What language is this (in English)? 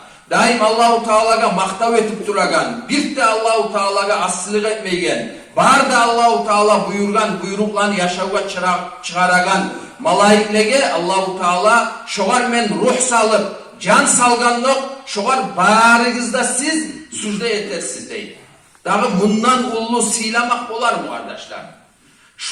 Kumyk